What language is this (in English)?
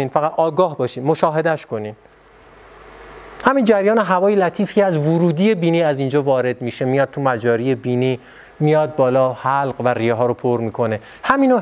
Persian